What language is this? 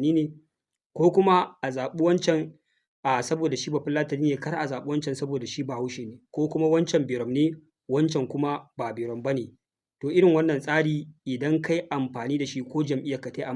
Hausa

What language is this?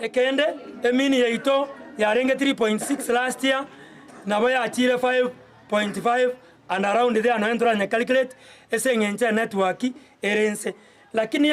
Gusii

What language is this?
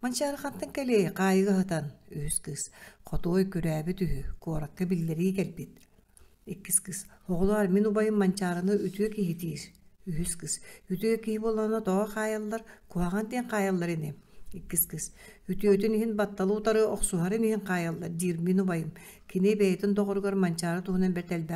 Yakut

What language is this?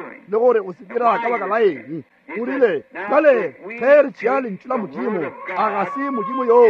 Northern Sotho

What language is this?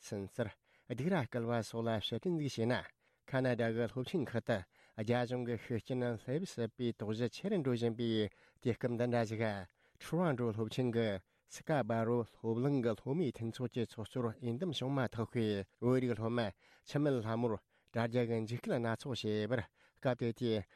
Tibetan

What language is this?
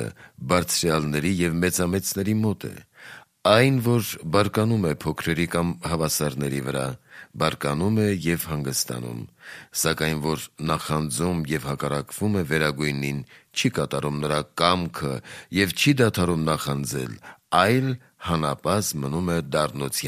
Armenian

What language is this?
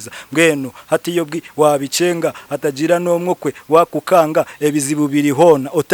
Nyankole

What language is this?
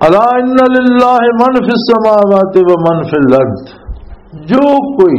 Western Panjabi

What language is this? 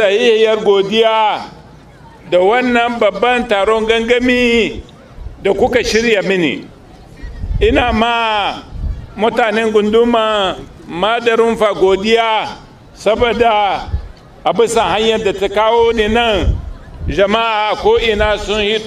Hausa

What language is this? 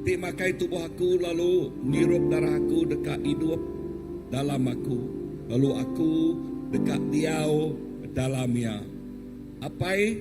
Iban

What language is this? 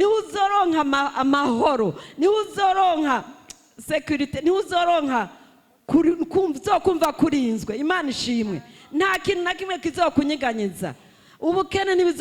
Rundi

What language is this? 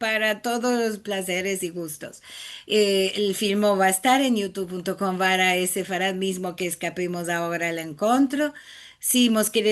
Ladino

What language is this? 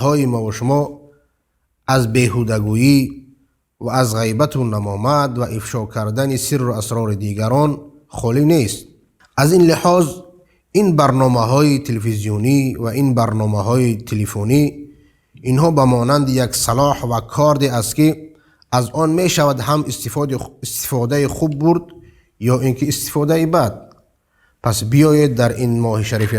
Persian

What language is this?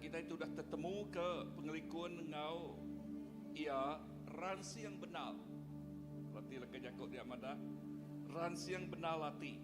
Iban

